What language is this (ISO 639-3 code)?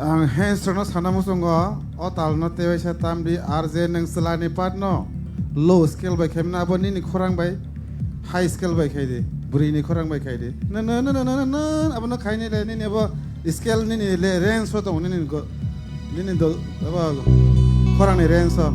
trp